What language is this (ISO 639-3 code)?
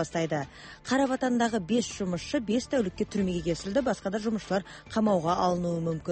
kaz